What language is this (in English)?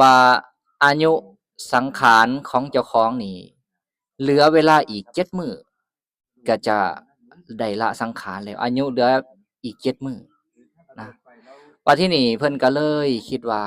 Lao